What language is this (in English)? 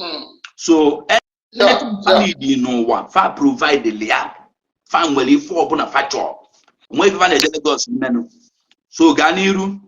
Igbo